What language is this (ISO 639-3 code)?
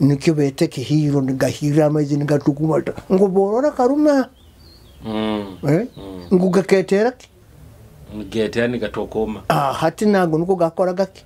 nyo